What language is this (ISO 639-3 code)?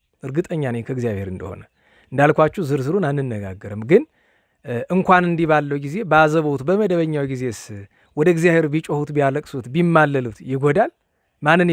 amh